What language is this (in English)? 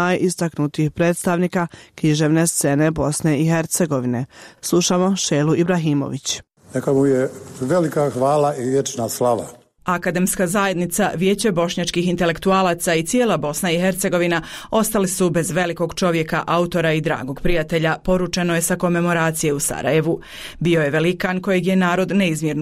Bosnian